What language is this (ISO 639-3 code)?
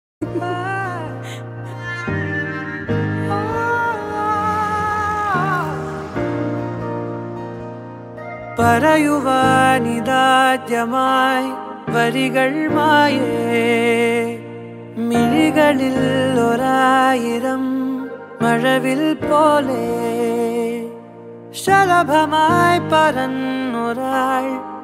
mal